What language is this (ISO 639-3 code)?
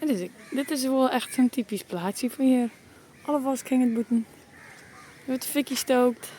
fry